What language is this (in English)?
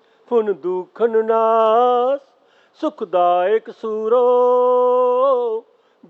Punjabi